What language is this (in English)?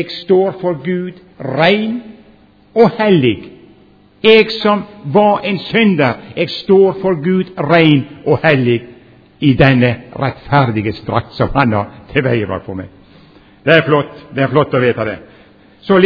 Norwegian